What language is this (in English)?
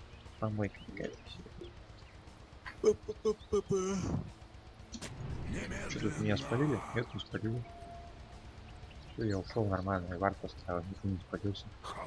Russian